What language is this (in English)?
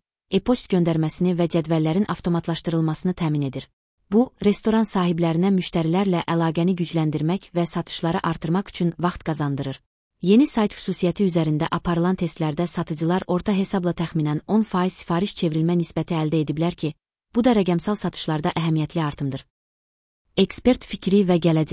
Azerbaijani